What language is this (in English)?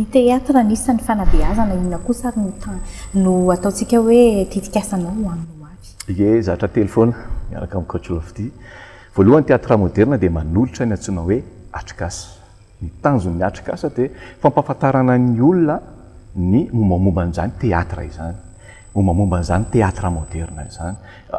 Malagasy